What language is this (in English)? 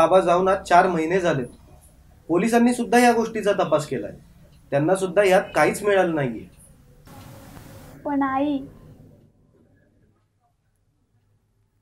Marathi